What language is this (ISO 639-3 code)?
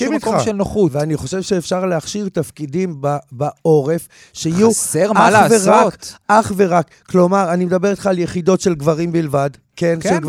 heb